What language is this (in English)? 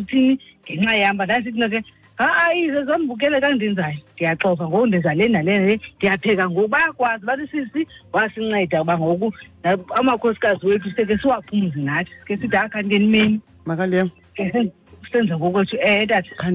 Xhosa